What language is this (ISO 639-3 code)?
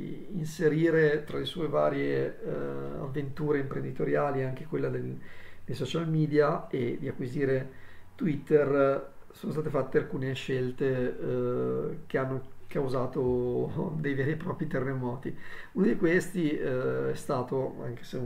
ita